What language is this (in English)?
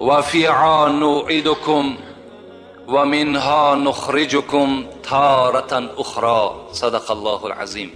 Tajik